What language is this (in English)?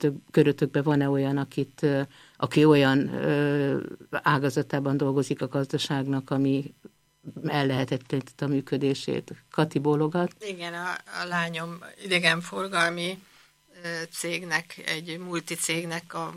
Hungarian